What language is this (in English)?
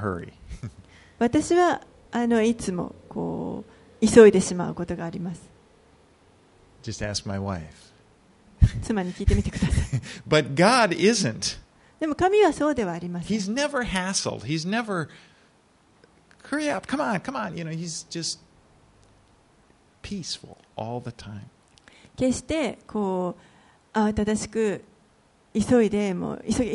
Japanese